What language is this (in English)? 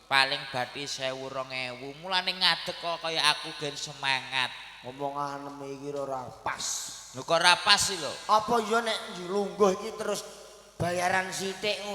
Javanese